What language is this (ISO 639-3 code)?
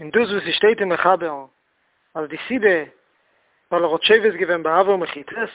yid